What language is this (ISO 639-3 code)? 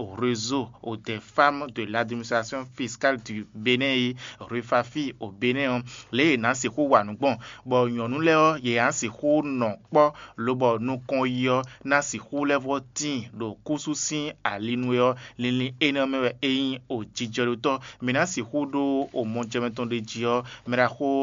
fon